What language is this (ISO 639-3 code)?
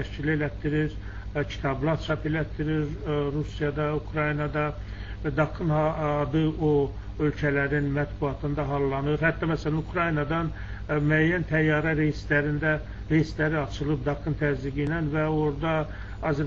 aze